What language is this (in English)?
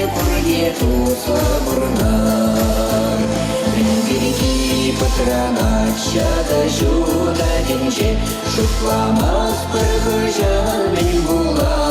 Chuvash